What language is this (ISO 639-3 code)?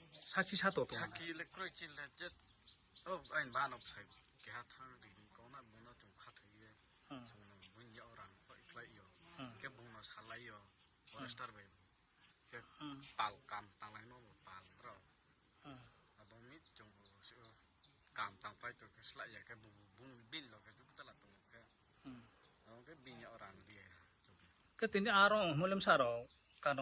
ria